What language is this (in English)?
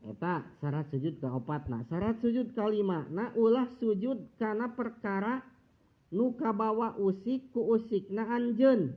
Sundanese